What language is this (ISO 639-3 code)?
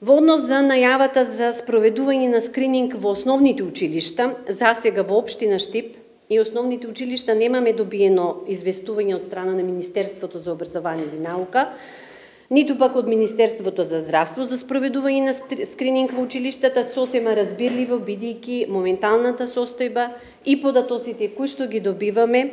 mkd